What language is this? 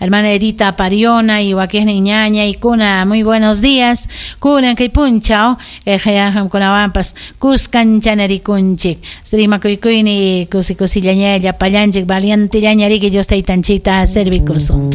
Ayacucho Quechua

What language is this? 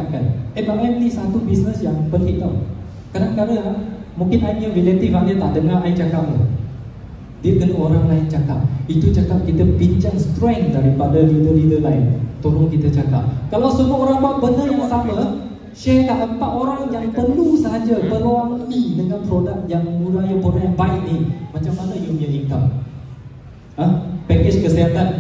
Malay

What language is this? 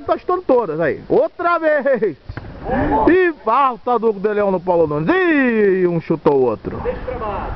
Portuguese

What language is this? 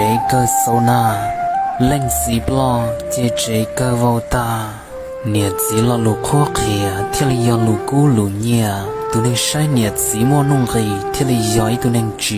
Hmong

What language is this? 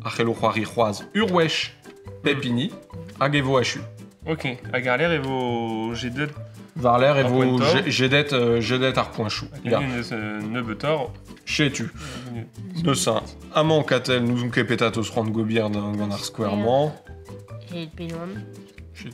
Breton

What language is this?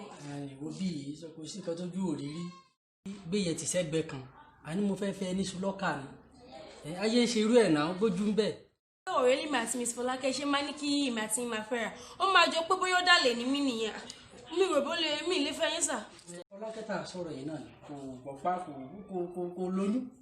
Yoruba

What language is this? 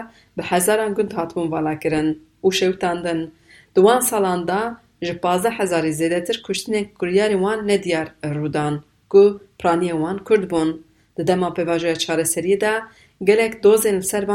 Kurdish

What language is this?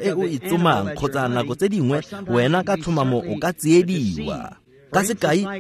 Tswana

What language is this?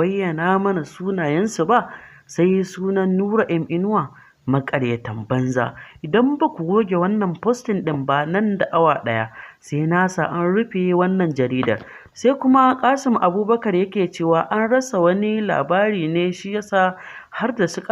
Hausa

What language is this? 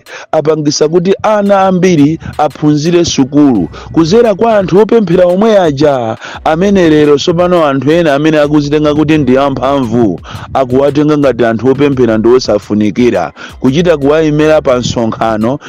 Nyanja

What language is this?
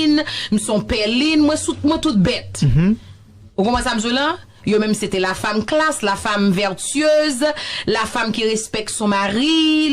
Haitian Creole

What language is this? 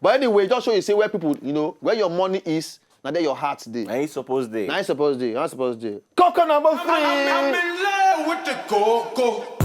Nigerian Pidgin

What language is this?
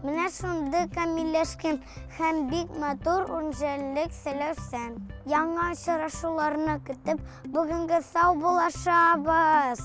Tatar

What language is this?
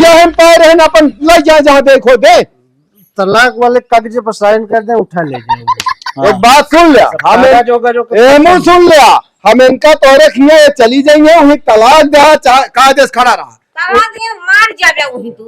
Awadhi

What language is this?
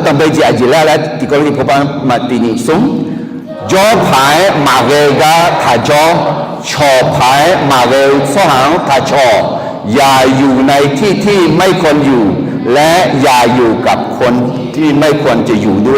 Akha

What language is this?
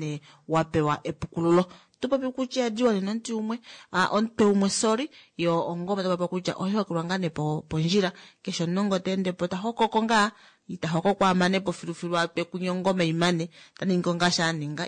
Kuanyama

